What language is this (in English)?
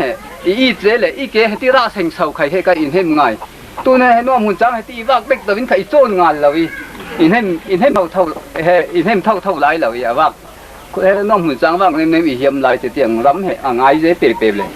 Falam Chin